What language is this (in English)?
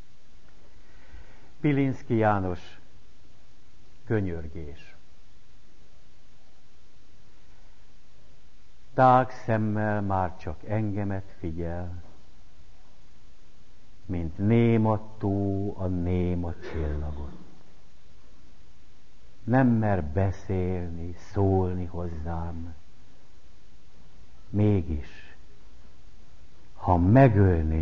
Hungarian